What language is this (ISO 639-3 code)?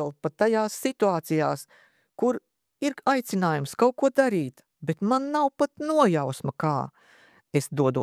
lav